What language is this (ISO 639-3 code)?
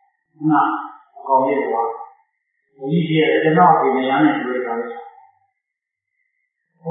mya